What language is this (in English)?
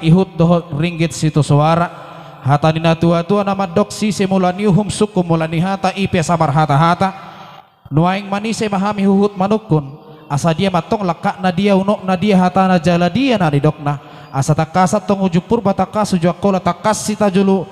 Batak Toba